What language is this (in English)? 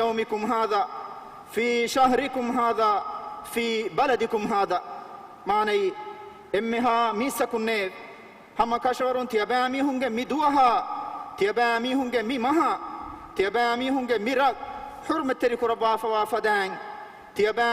Divehi